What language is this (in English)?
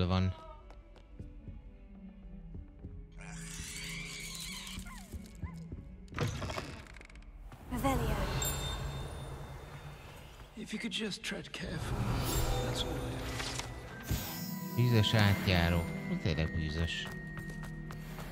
Hungarian